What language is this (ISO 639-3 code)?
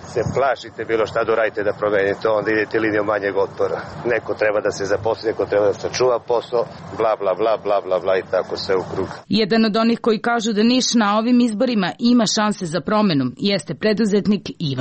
srp